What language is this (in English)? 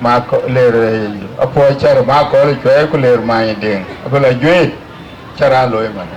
Dinka